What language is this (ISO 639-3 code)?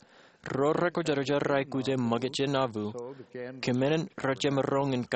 mah